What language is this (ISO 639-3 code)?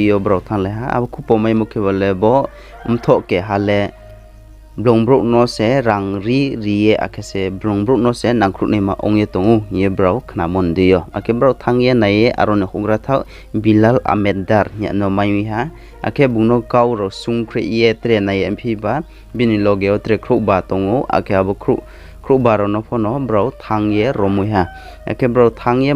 ria